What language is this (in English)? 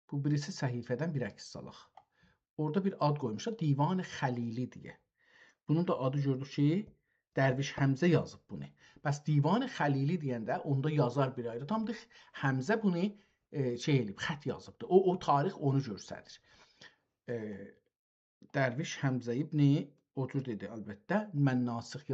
South Azerbaijani